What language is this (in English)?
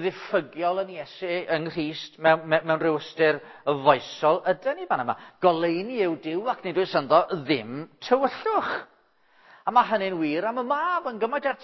Welsh